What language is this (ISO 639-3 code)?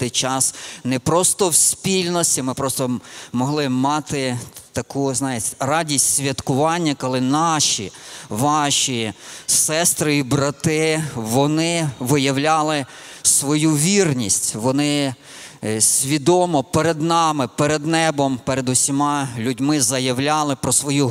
ukr